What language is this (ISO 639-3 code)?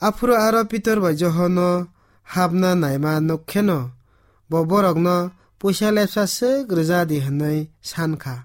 trp